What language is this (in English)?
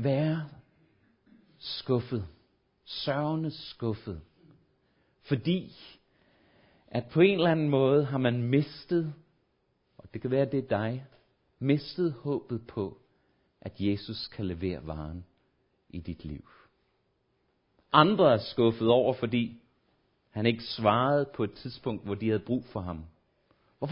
Danish